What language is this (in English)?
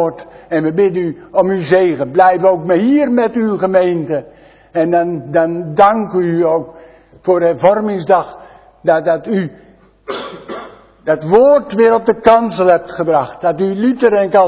Dutch